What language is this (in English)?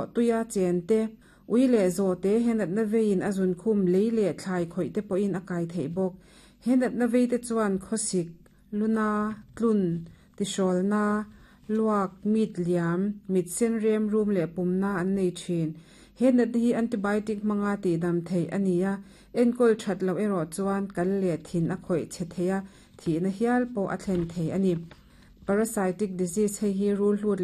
Mizo